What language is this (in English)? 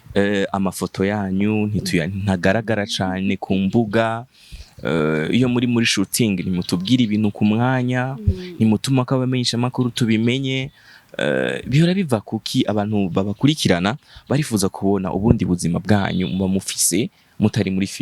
Rundi